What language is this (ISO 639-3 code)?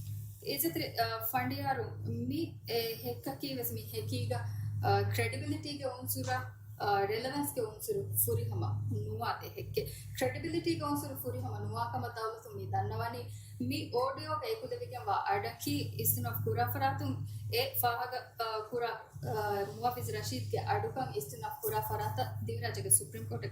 div